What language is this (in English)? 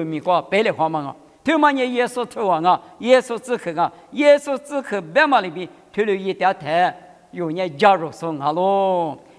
Lisu